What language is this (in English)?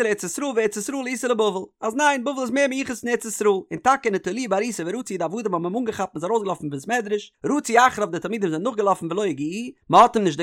Yiddish